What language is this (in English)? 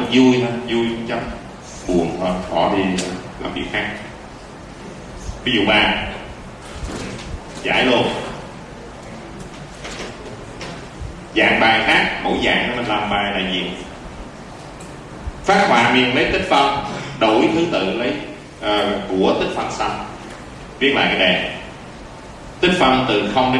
Vietnamese